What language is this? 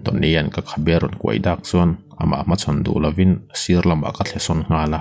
Mizo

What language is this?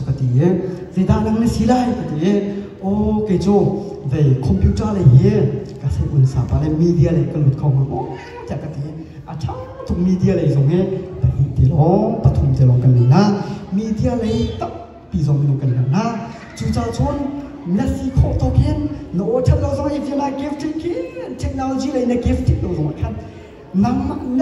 Hakha Chin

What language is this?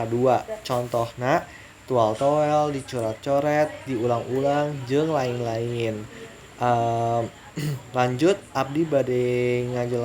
Sundanese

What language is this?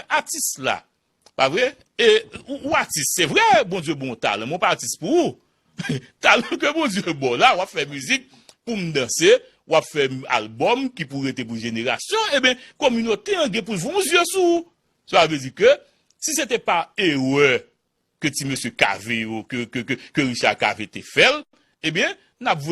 Haitian Creole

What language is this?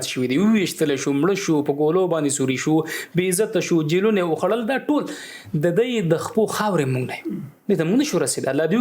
Pashto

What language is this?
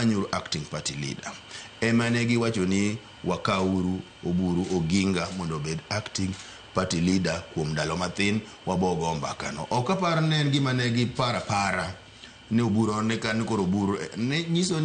Luo (Kenya and Tanzania)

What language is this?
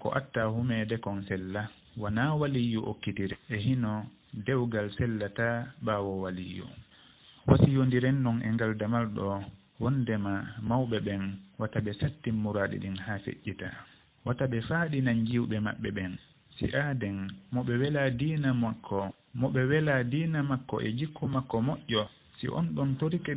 Fula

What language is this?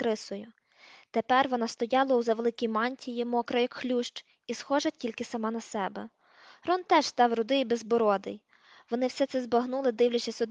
Ukrainian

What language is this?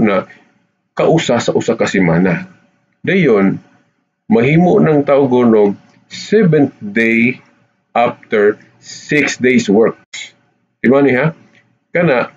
Cebuano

